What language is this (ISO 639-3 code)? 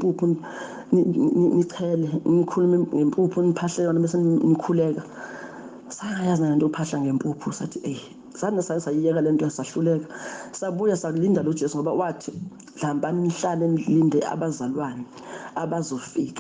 zul